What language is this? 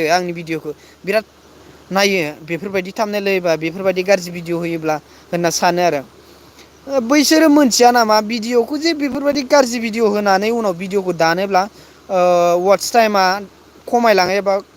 Bodo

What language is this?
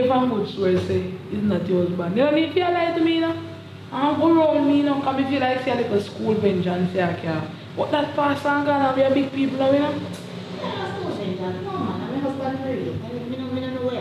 Jamaican Creole English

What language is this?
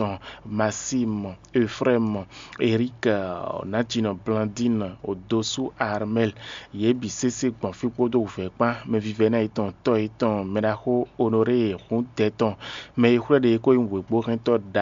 Fon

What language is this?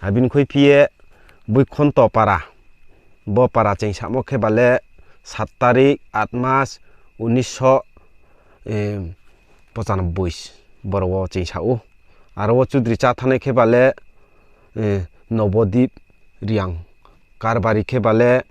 Riang (India)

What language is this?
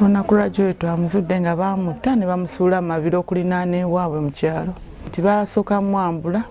Ganda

